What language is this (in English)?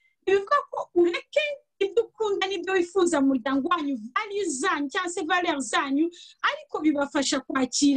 Kinyarwanda